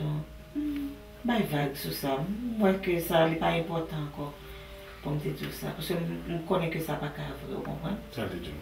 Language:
Haitian Creole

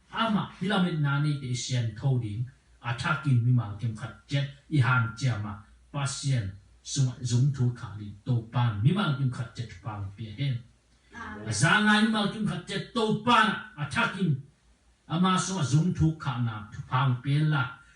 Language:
Tedim Chin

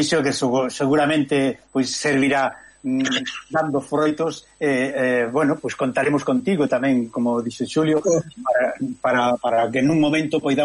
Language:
Galician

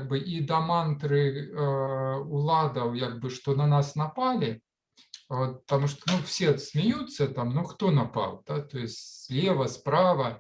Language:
Belarusian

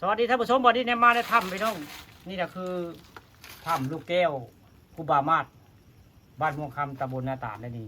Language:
Northeastern Thai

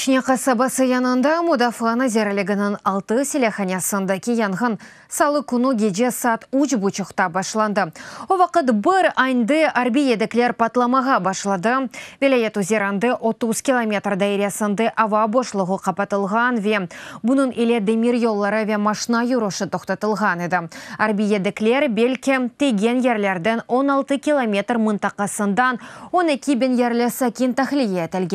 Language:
Crimean Tatar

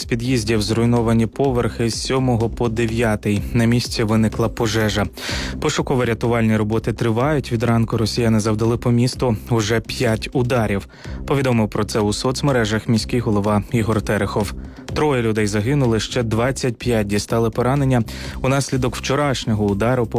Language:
Ukrainian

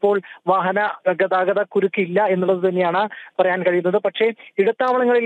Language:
Malayalam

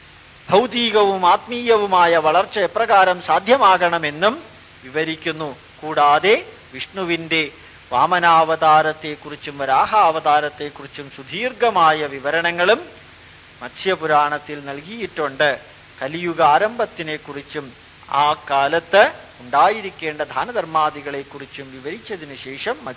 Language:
Malayalam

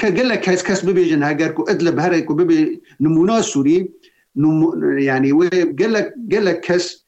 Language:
Kurdish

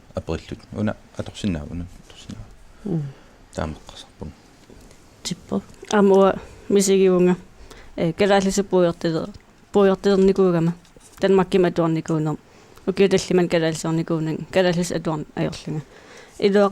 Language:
Kalaallisut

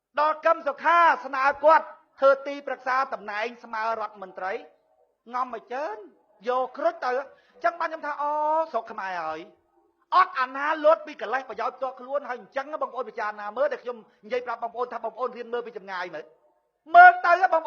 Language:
Khmer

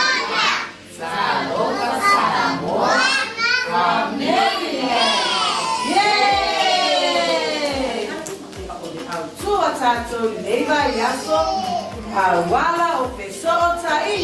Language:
Samoan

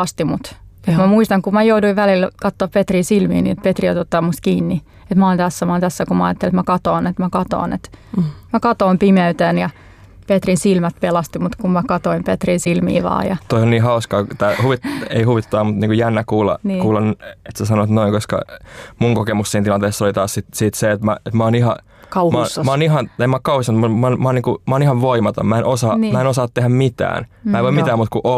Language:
Finnish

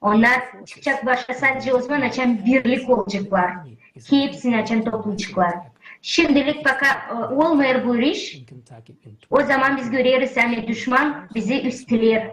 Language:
Gagauz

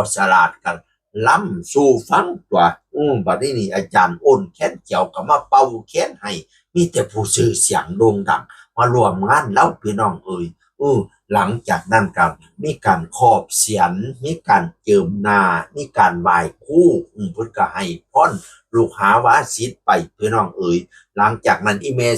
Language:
Northeastern Thai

